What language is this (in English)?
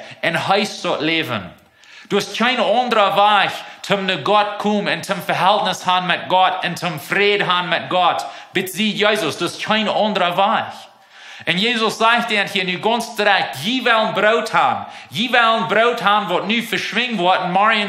Plautdietsch